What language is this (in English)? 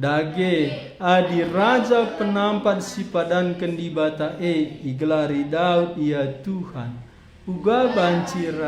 Batak Karo